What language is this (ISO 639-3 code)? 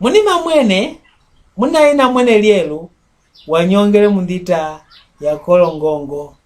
mck